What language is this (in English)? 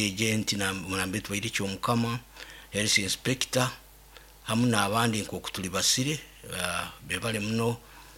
Nyoro